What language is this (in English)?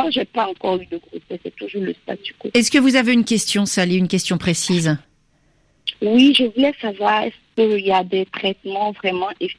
French